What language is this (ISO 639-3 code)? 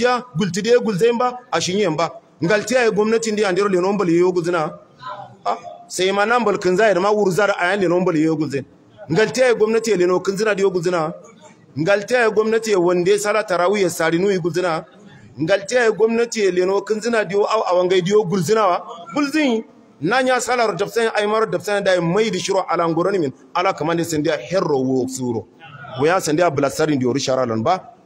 hau